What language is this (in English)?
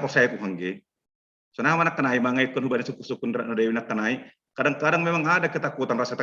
Batak Simalungun